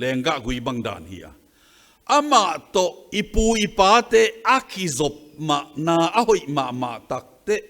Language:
Tedim Chin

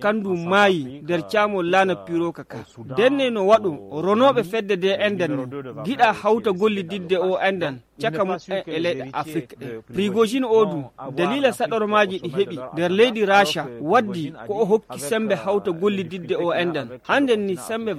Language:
Nigerian Fulfulde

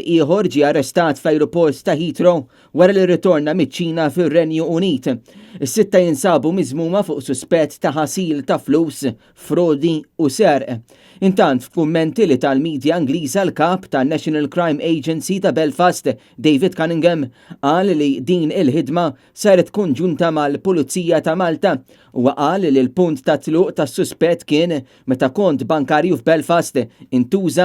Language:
Maltese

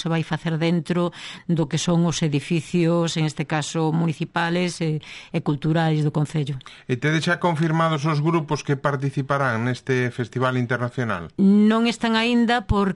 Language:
Galician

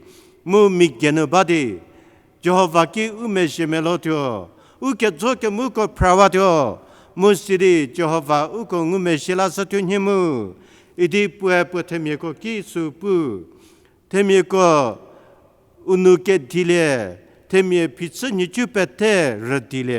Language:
Angami Naga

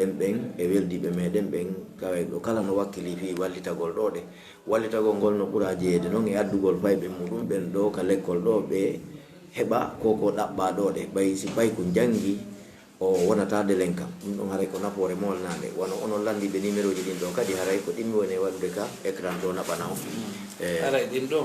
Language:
Fula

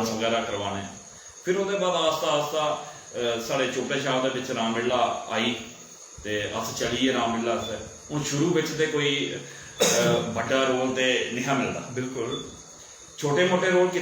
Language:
Dogri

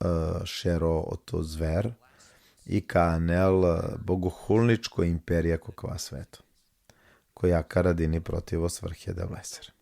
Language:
Balkan Romani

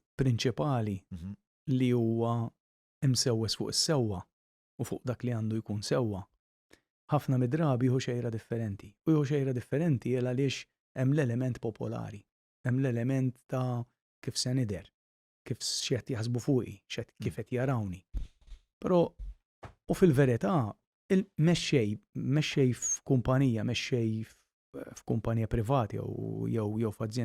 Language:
Maltese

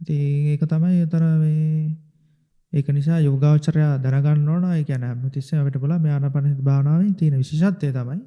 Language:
Sinhala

